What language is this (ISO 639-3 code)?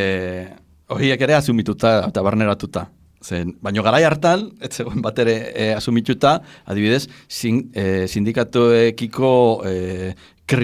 eus